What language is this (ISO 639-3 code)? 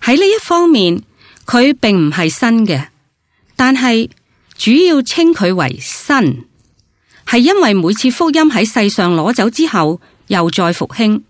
yue